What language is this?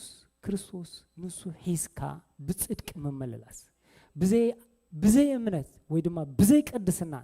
Tigrinya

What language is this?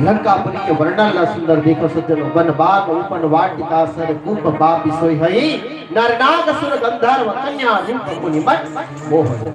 Chhattisgarhi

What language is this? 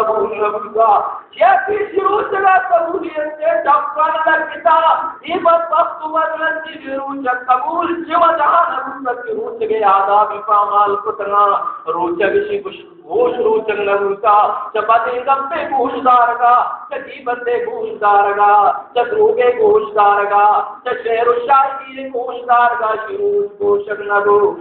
Baluchi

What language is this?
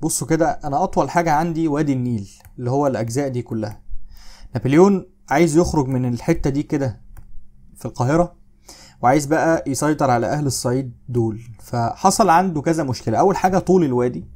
Egyptian Arabic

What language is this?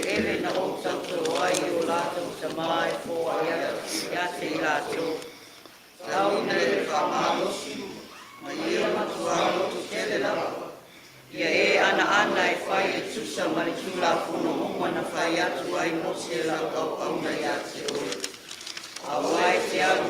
Samoan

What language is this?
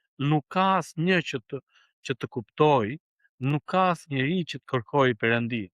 Albanian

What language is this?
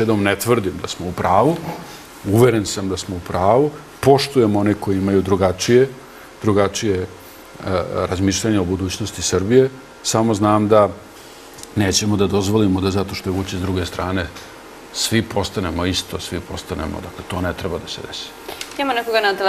Serbian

